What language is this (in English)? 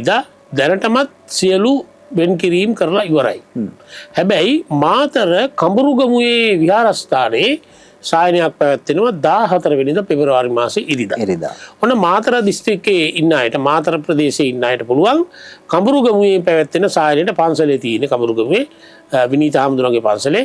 Sinhala